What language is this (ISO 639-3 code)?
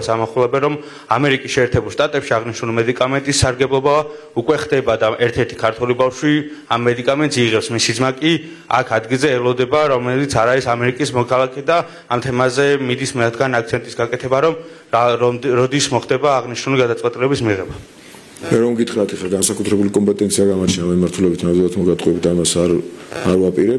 kat